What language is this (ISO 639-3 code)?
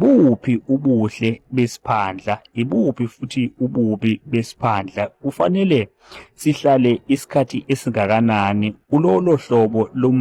zul